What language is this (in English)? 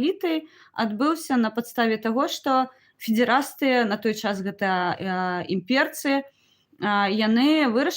Belarusian